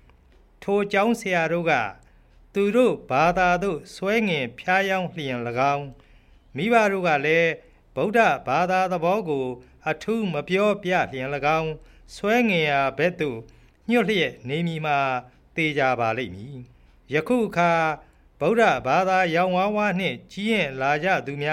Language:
Burmese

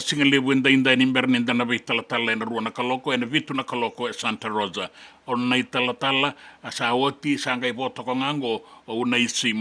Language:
Fijian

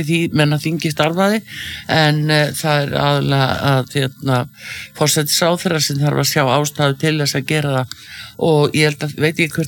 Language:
Icelandic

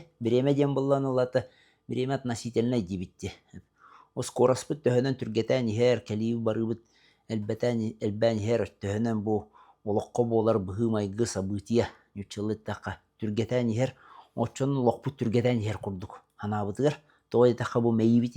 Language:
Yakut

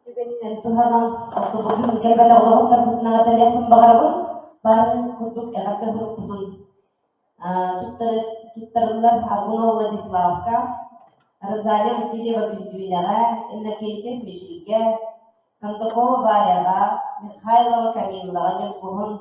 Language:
Yakut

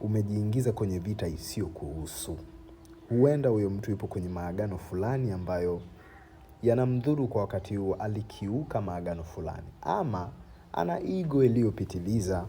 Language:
Swahili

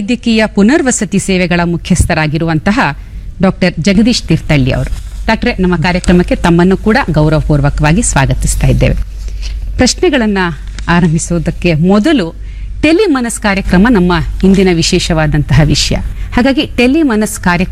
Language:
Kannada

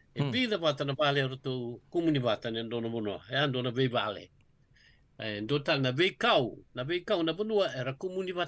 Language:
Fijian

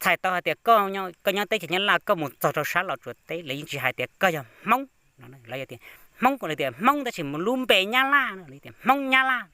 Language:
Hmong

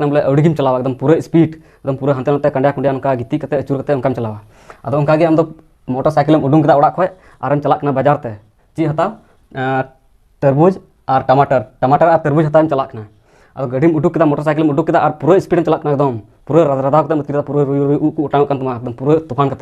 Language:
Santali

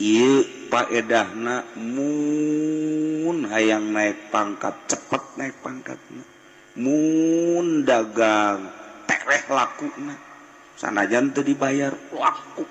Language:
Sundanese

